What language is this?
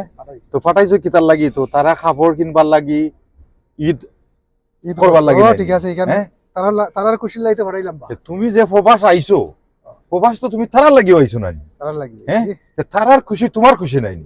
Sylheti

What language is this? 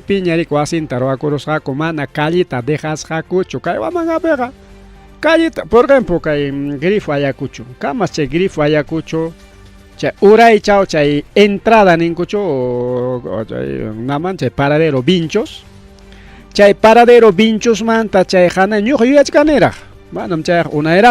Ayacucho Quechua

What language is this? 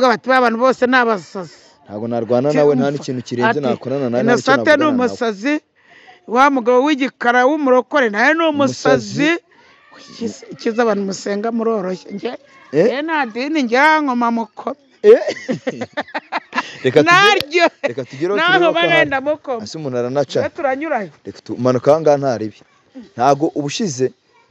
Kinyarwanda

